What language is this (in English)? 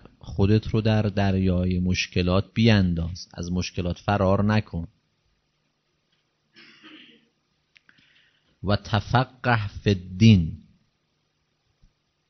Persian